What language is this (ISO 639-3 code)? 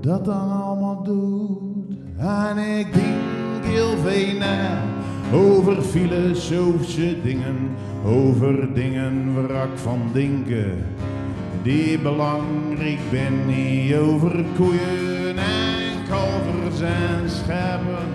zea